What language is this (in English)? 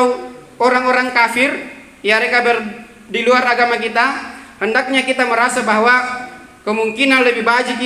Makasar